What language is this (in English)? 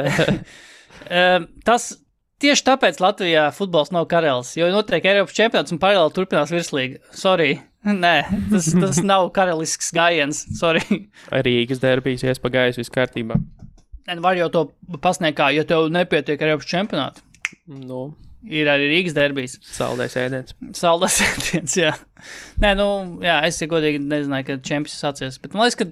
Latvian